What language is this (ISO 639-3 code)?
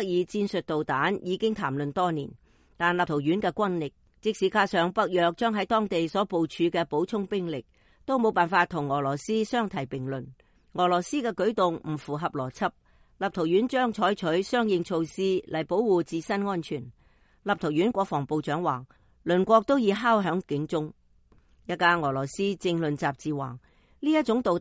yue